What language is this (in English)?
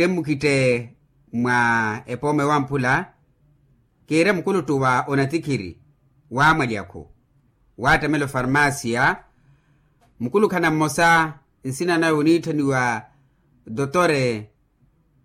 Makhuwa